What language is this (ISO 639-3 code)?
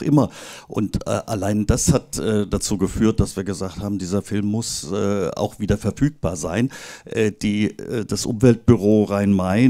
deu